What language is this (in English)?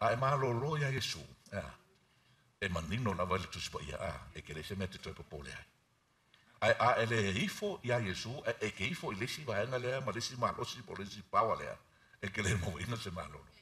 Samoan